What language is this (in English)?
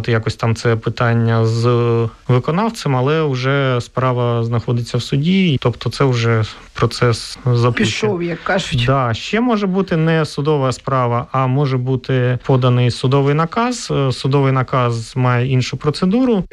Ukrainian